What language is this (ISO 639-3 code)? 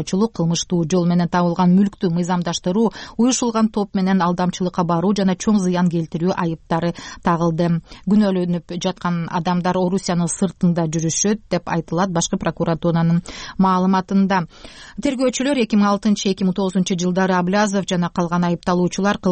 kir